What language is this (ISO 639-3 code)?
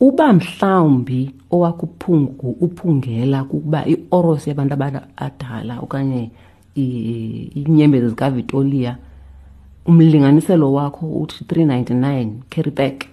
xho